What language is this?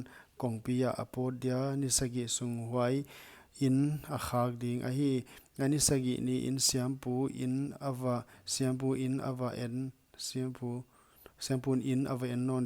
Paite Chin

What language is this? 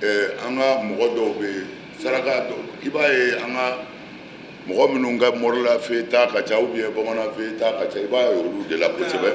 Bambara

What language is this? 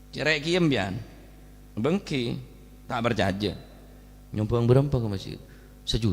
Madurese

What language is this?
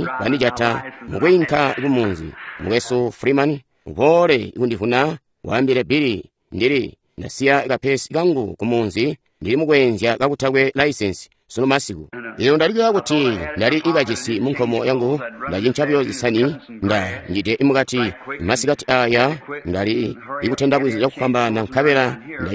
Tonga (Zambia)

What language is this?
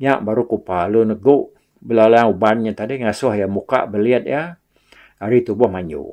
Iban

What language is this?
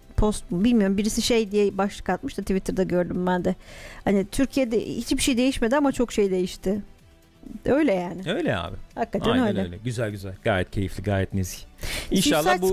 Turkish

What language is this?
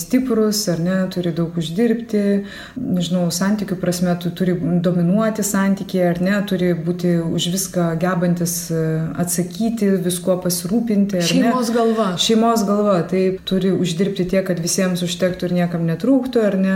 Lithuanian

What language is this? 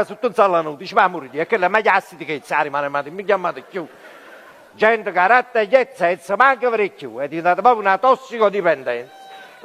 Neapolitan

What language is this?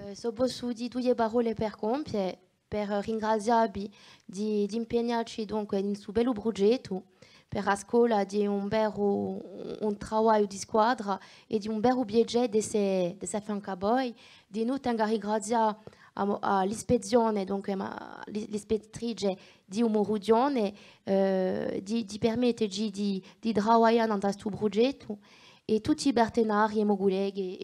Corsican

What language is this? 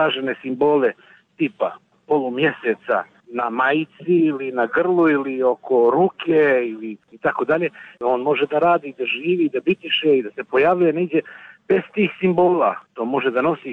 Bosnian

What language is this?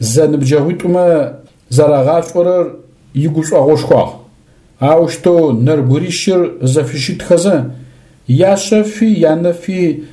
Adyghe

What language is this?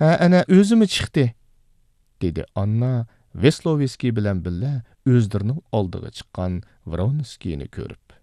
Uyghur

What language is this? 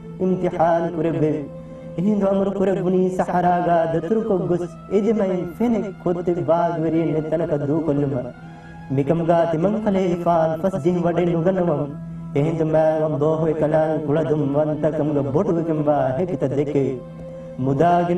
Divehi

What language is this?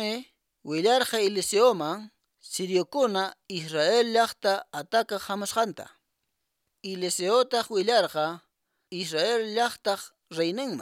Quechua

